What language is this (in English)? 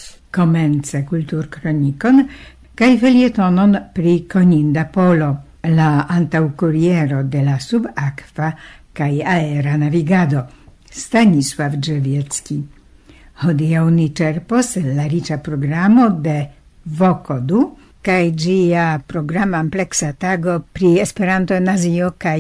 Esperanto